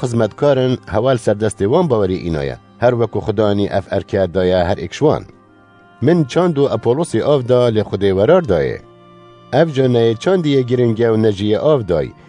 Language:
Kurdish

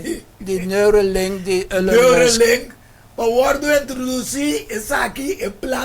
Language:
Papiamento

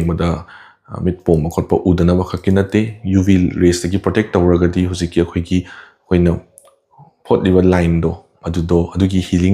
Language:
Manipuri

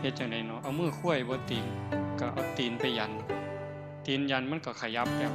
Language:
Northeastern Thai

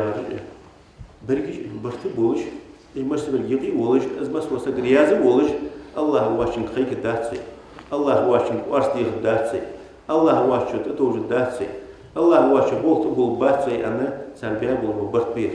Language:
Ingush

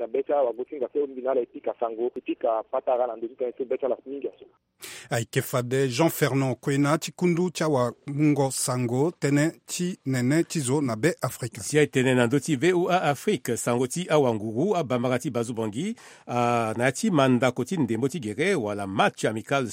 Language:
Sango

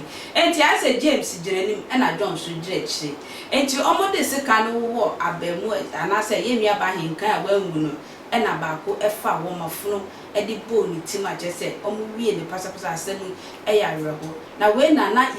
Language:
Akan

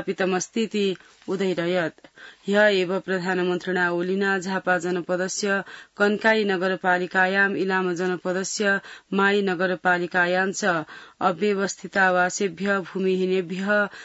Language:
Sanskrit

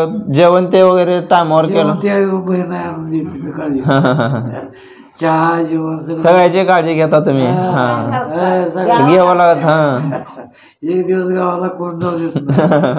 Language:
Marathi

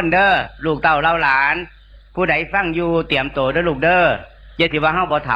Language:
Northeastern Thai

